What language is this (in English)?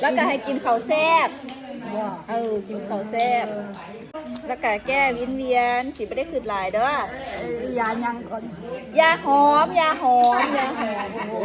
Lao